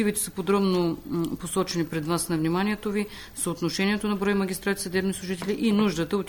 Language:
Bulgarian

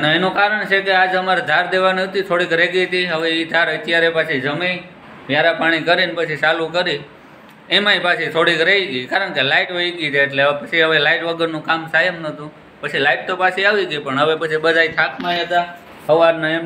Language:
Gujarati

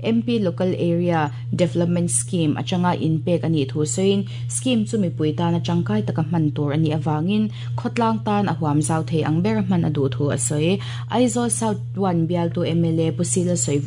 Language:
Mizo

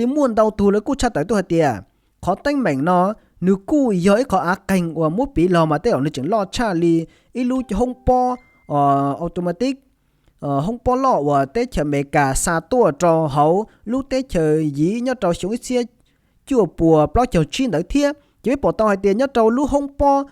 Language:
Hmong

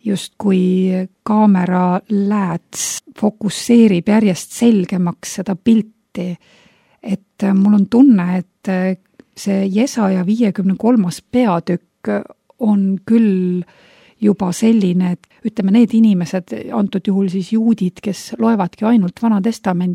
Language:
Estonian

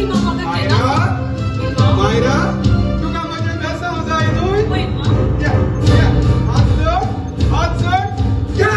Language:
Konkani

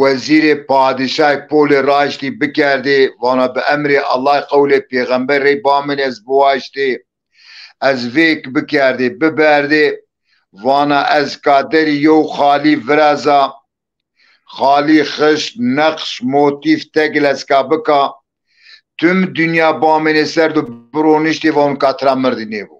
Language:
Zaza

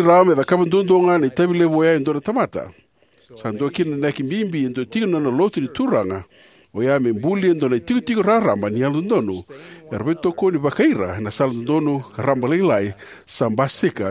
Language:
Fijian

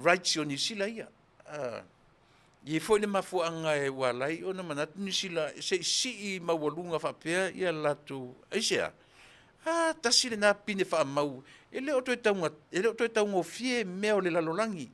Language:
Samoan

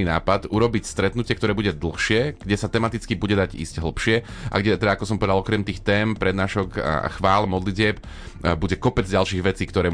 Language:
Slovak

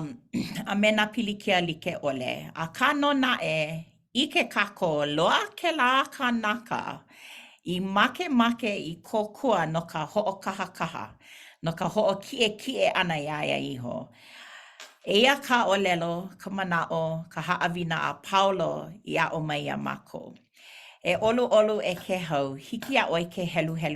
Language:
Hawaiian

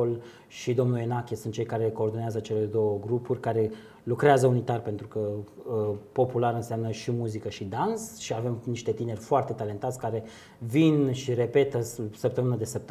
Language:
Romanian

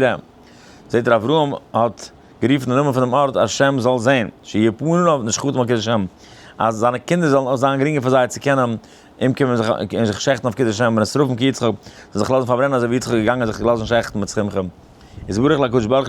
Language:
Yiddish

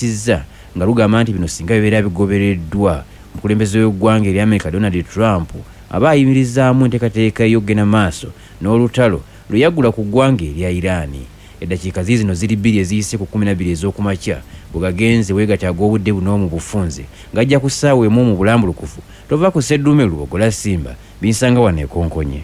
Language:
Ganda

